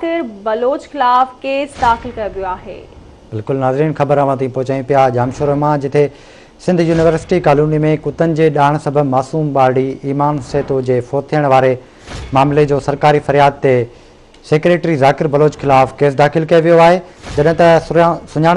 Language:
Sindhi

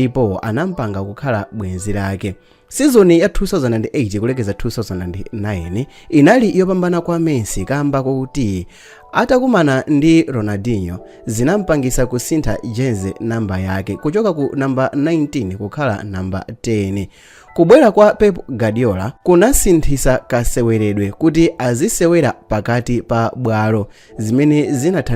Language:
Nyanja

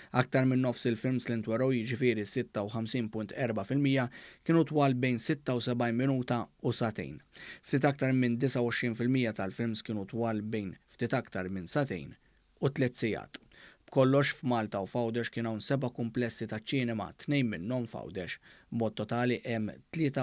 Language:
Maltese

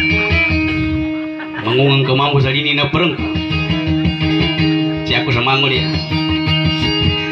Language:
Indonesian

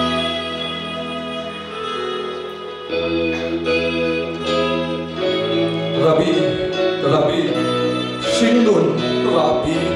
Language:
Mizo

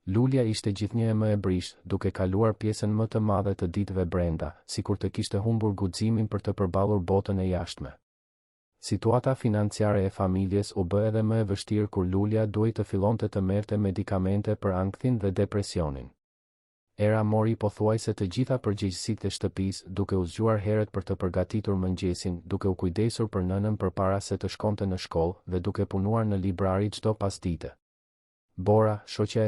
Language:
Albanian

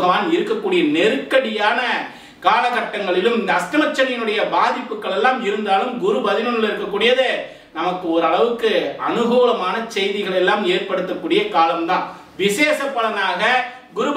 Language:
Tamil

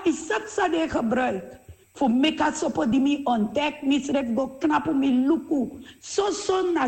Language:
Sranan Tongo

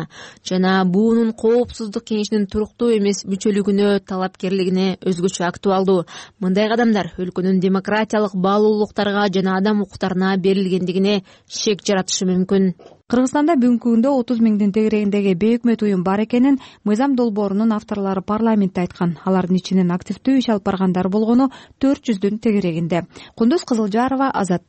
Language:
Kyrgyz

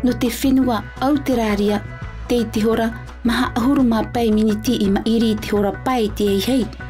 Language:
Tahitian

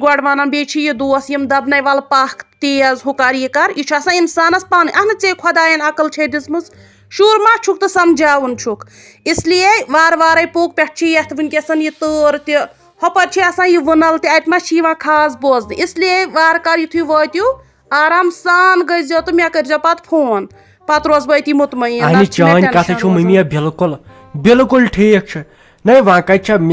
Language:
Kashmiri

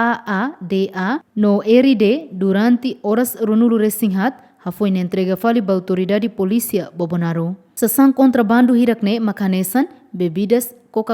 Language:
Tetum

